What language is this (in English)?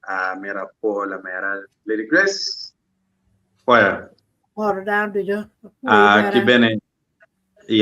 Acoli